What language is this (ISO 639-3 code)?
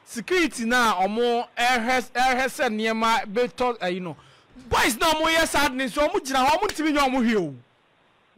aka